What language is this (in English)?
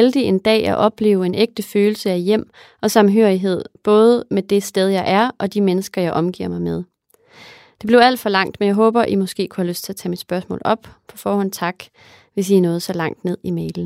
Danish